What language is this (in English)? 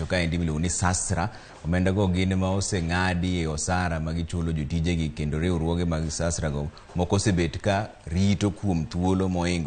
Luo (Kenya and Tanzania)